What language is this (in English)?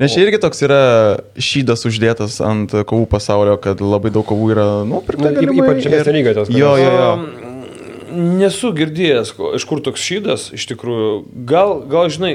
Lithuanian